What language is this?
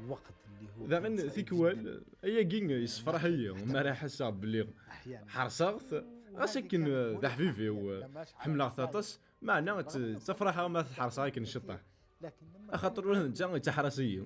Kabyle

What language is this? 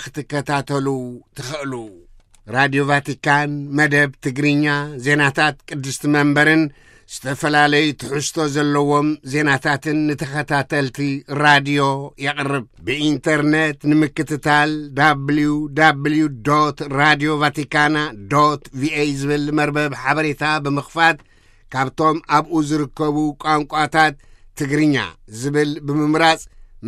Tigrinya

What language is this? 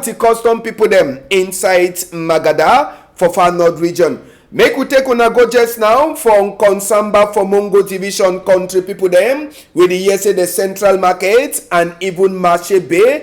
Cameroon Pidgin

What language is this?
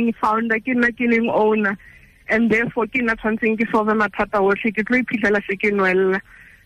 Tswana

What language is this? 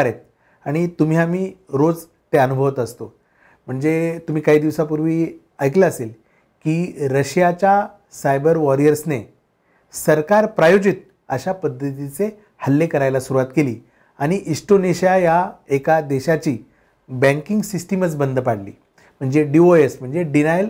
Marathi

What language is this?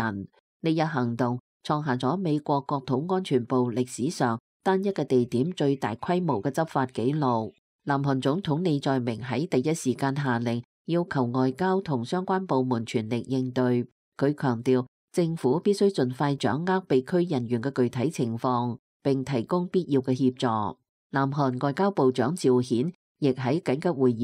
Cantonese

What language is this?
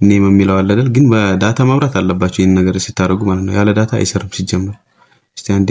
Amharic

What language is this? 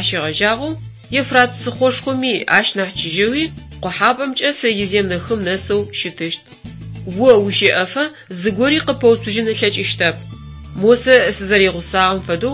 Adyghe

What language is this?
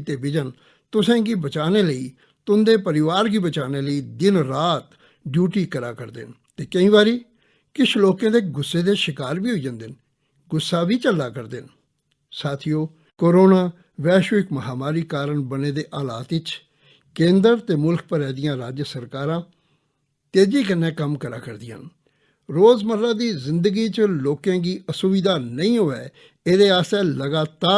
Dogri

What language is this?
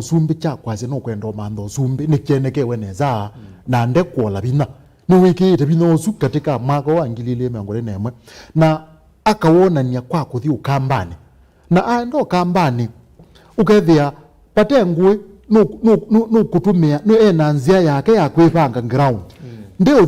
Kamba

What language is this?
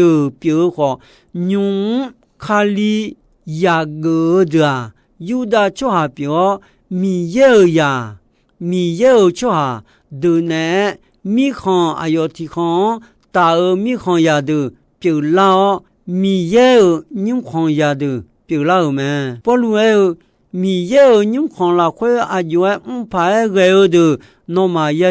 Akha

